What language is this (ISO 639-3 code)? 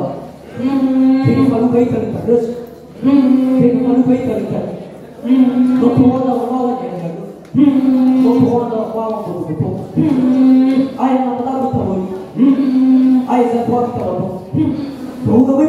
nia